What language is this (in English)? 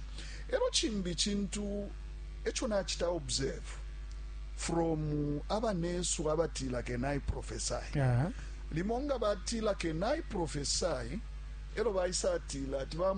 Bemba